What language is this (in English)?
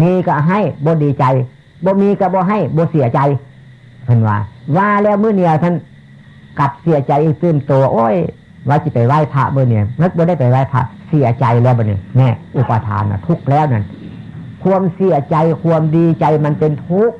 Northeastern Thai